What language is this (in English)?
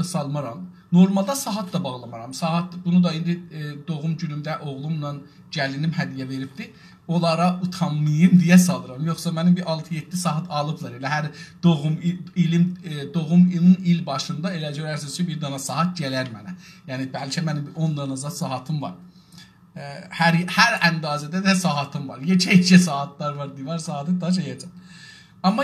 South Azerbaijani